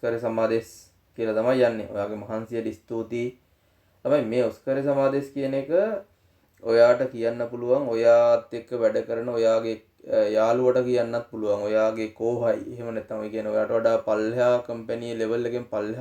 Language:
Sinhala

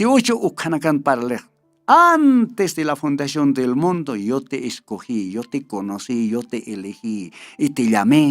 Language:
Aymara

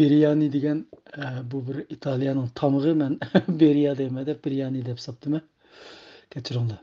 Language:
Uyghur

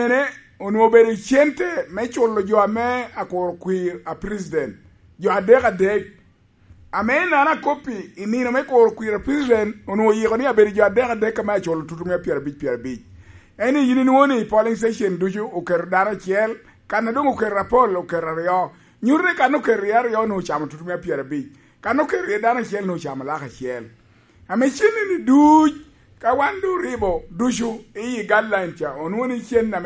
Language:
Lango (Uganda)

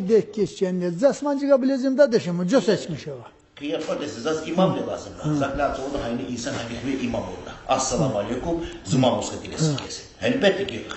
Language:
Tsakhur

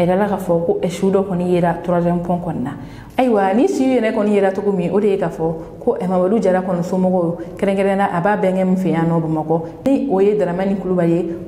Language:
Bambara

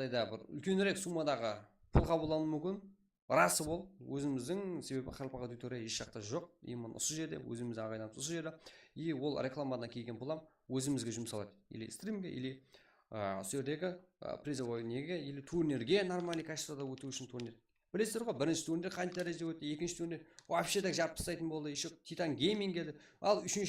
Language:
Kara-Kalpak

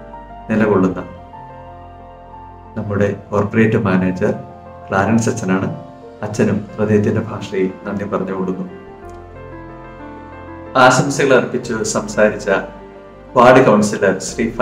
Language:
Malayalam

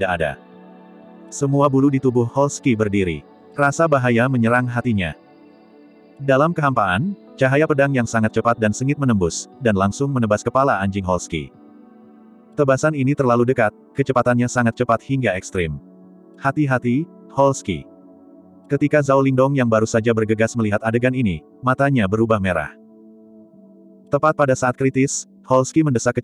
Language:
Indonesian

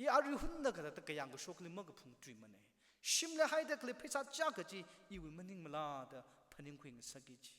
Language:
Tangkhul Naga (India)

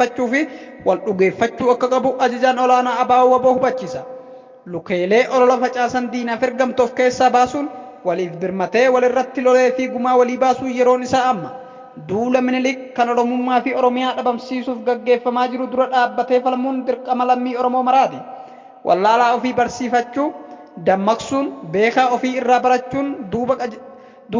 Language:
Oromo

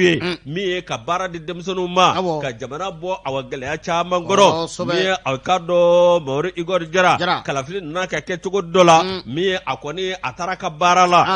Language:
Bambara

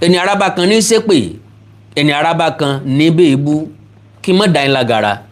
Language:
Yoruba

